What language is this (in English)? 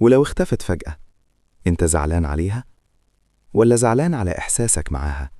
Egyptian Arabic